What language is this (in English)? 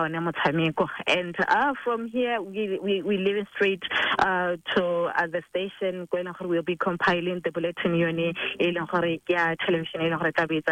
Tswana